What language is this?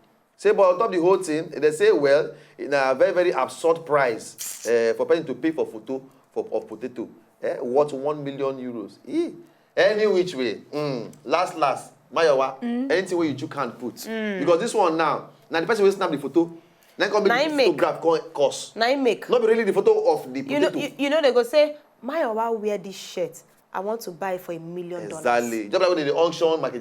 Nigerian Pidgin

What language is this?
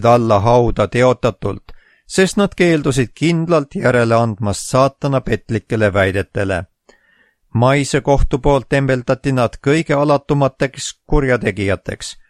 Estonian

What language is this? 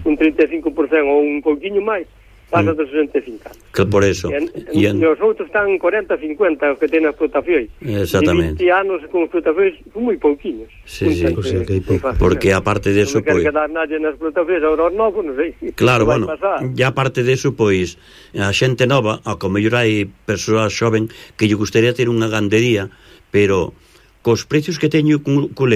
Galician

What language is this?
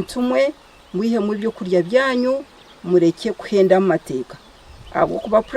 Nyankole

